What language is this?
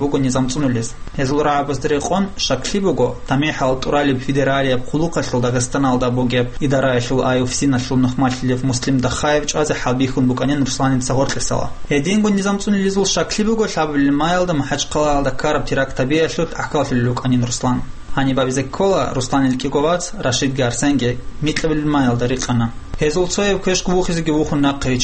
Avaric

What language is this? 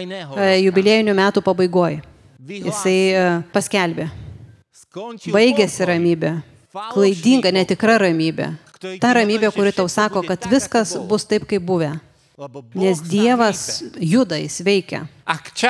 Lithuanian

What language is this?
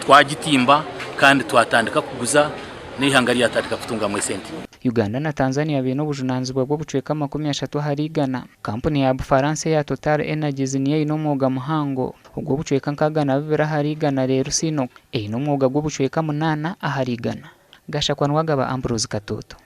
Nyankole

